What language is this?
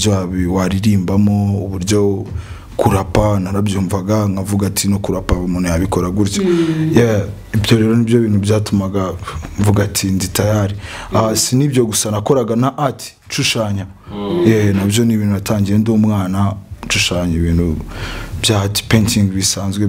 Kinyarwanda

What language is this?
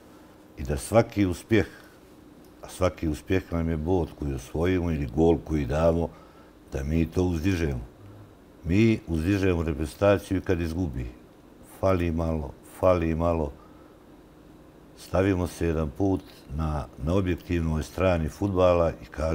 Bosnian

